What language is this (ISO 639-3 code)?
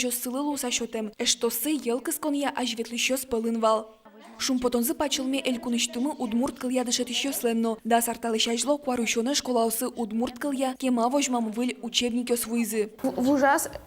udm